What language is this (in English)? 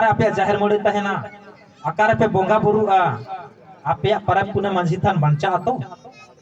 Santali